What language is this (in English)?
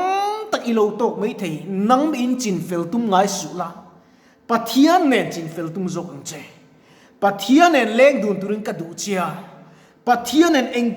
Mizo